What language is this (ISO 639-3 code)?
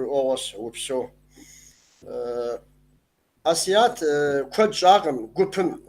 kbd